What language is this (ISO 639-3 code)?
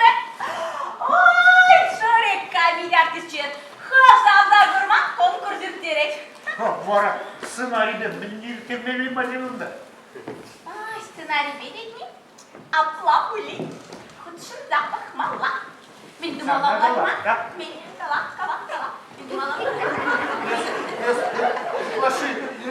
chv